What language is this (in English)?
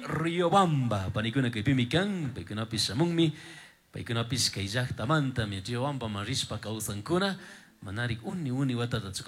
Chimborazo Highland Quichua